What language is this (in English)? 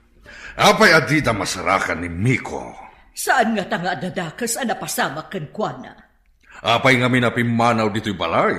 Iloko